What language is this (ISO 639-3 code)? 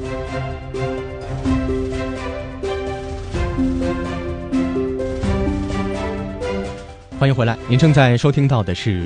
zho